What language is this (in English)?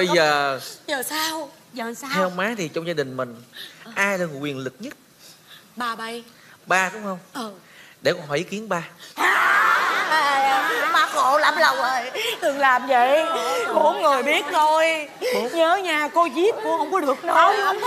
Vietnamese